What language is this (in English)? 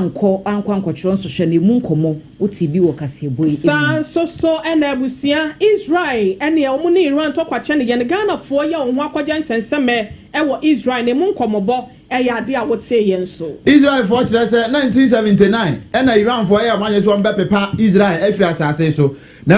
Akan